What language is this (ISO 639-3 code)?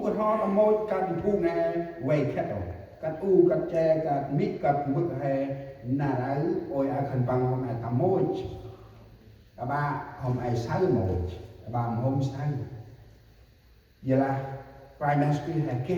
cmo